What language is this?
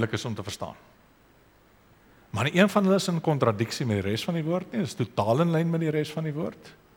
Afrikaans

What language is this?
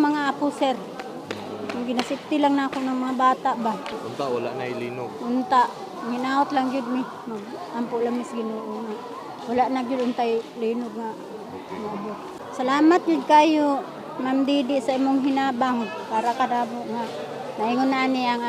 Cebuano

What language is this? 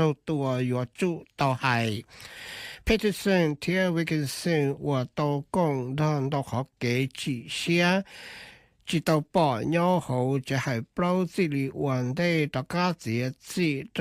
Hmong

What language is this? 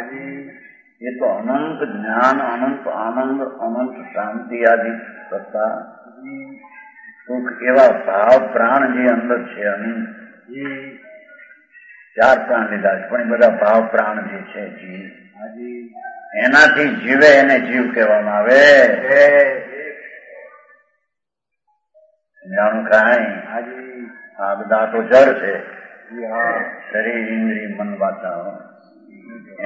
Gujarati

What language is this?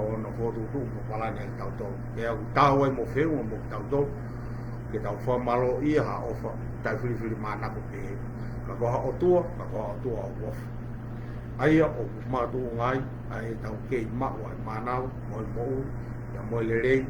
Tongan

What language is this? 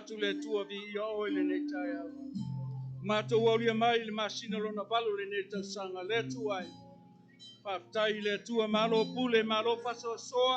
Samoan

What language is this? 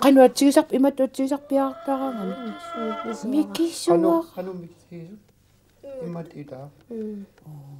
Kalaallisut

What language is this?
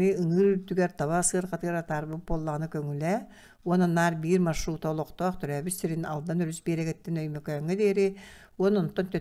Yakut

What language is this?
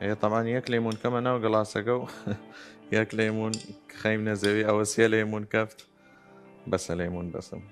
Southern Kurdish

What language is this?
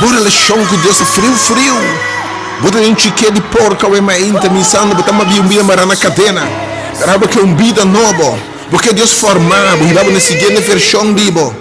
Papiamento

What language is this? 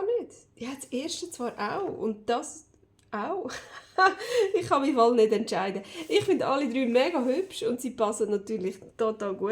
Swiss German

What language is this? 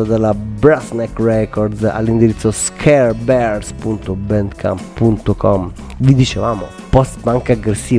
Italian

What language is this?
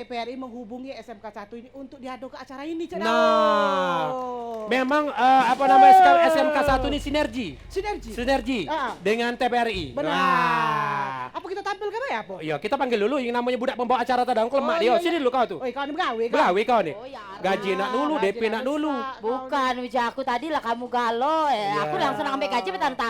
Musi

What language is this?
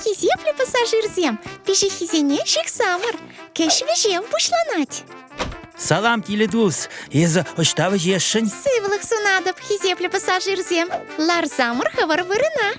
Chuvash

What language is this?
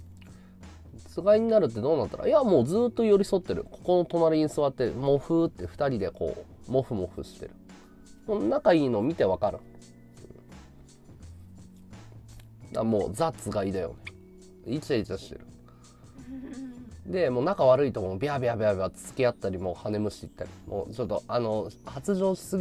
Japanese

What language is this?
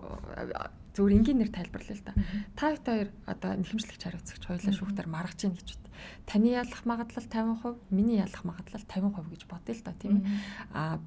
Mongolian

